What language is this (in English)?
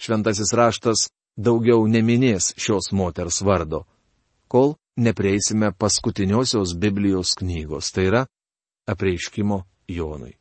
Lithuanian